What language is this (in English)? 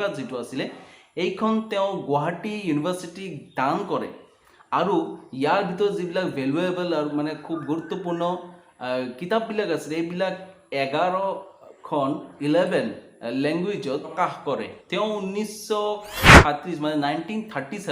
Assamese